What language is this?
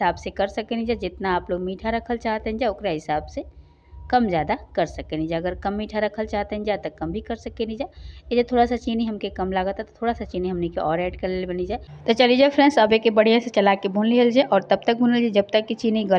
Bhojpuri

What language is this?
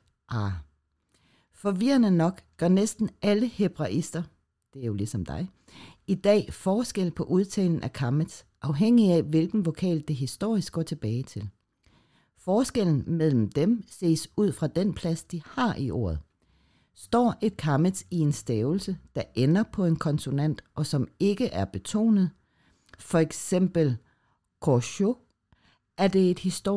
Danish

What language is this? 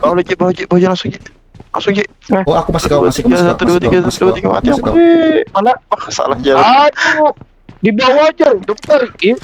Banjar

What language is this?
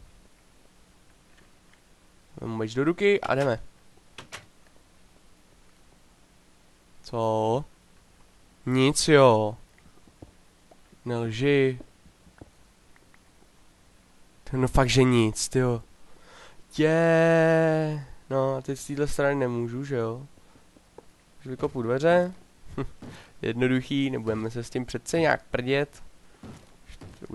Czech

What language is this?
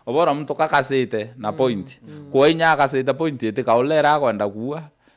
Meru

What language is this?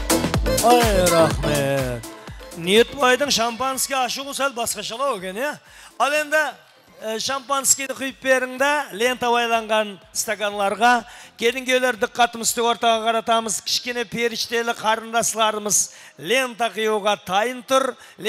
Kara-Kalpak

